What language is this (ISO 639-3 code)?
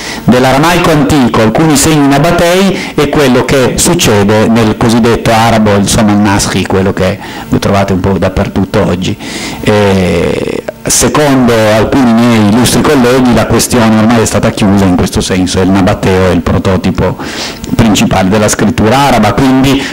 ita